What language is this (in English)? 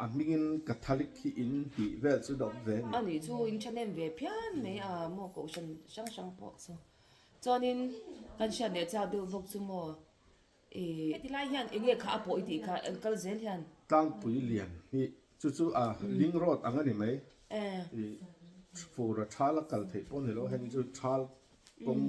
Mizo